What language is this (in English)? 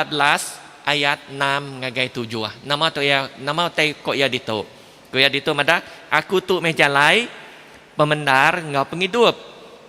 Iban